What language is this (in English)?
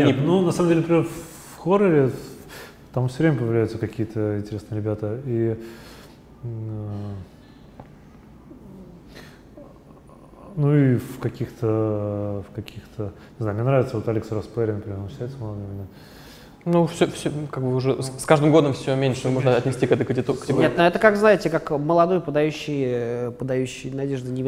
Russian